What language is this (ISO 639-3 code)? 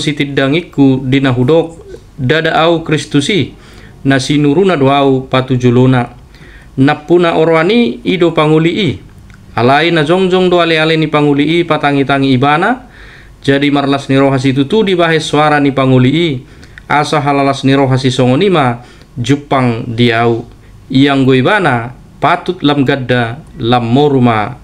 bbc